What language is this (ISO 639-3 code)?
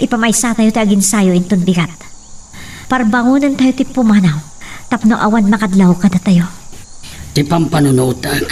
ilo